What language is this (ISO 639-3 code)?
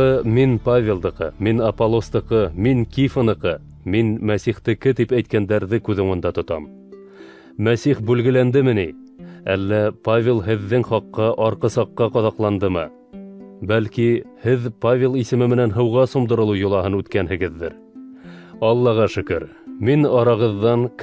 bak